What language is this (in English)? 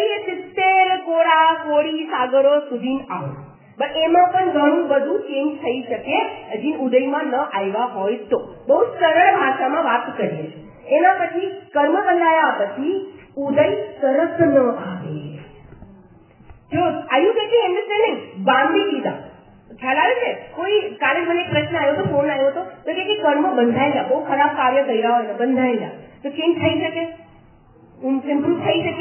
Gujarati